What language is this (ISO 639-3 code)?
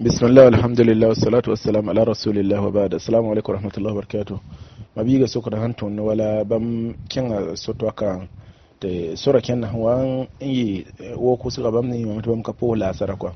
mos